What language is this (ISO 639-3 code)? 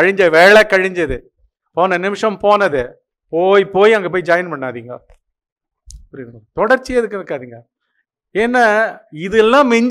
tam